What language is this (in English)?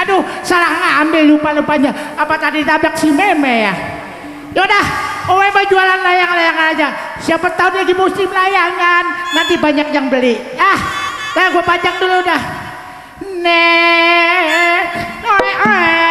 Betawi